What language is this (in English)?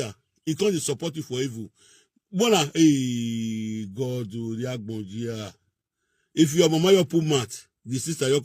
Nigerian Pidgin